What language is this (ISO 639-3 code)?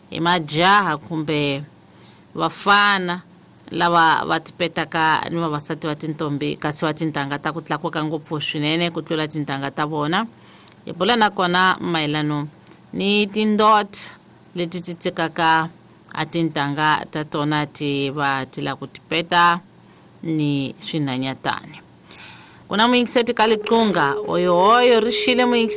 tso